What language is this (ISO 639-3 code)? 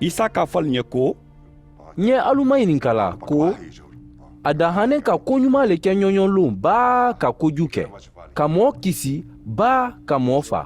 man